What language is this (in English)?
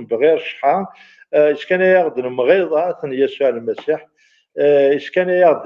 Kabyle